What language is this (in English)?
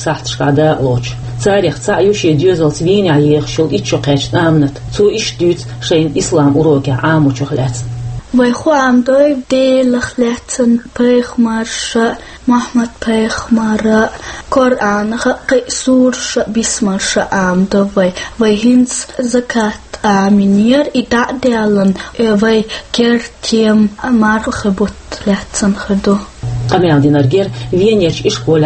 Chechen